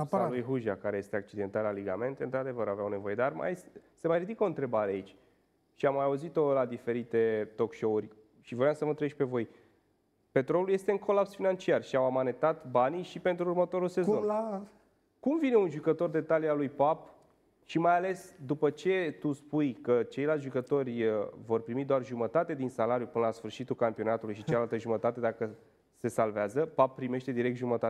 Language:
Romanian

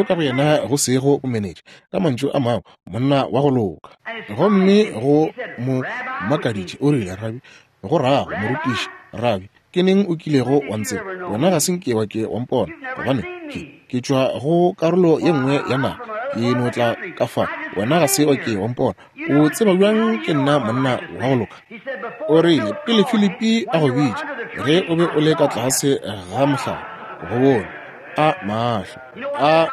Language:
Northern Sotho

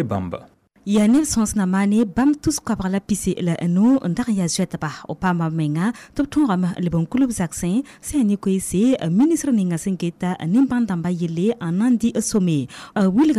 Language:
Mossi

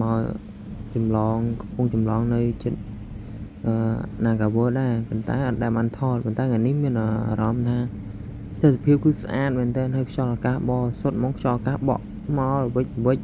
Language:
Khmer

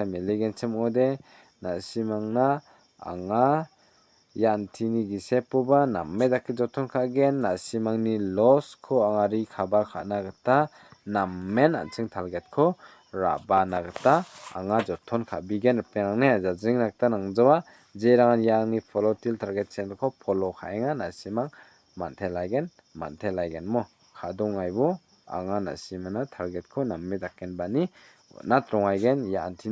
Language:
Garo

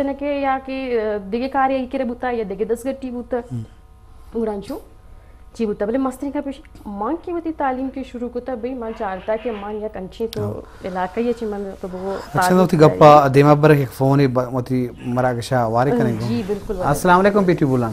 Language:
Eastern Balochi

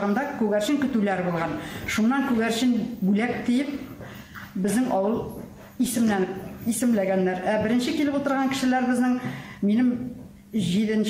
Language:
Bashkir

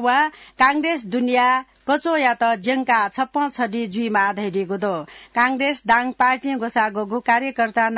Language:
Newari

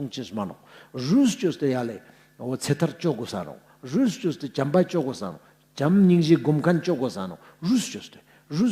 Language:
Ladakhi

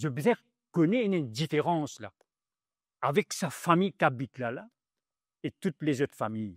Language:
Morisyen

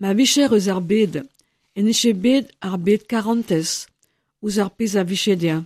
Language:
Breton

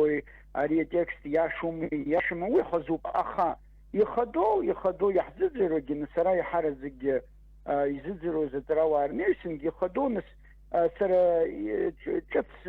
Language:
Abkhazian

